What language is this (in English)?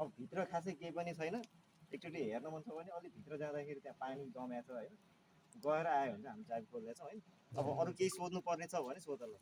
Nepali